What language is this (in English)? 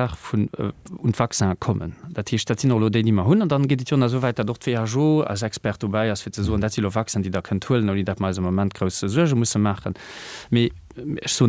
Luxembourgish